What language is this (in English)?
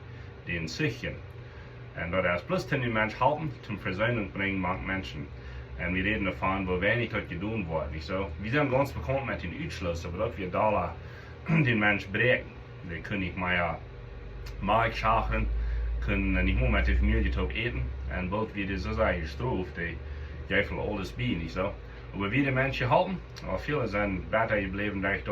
Plautdietsch